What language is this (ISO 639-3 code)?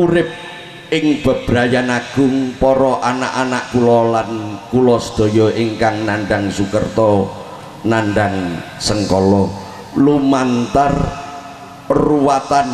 jav